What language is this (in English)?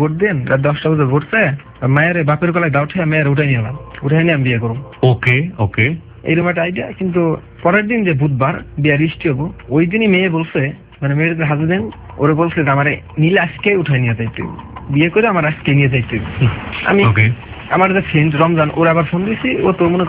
Bangla